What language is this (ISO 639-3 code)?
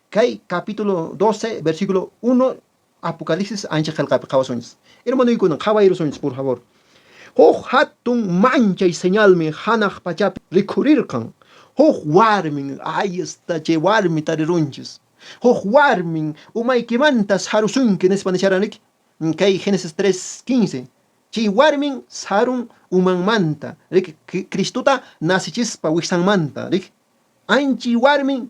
que